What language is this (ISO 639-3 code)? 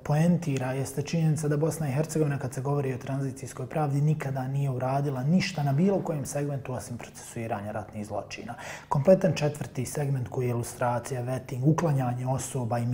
bos